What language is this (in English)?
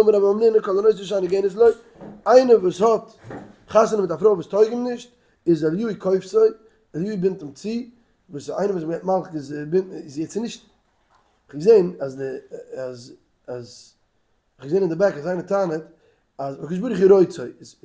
Yiddish